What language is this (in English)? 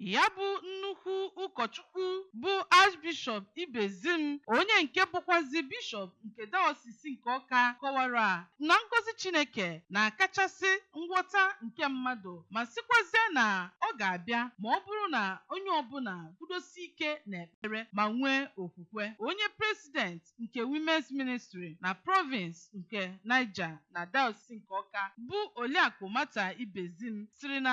Igbo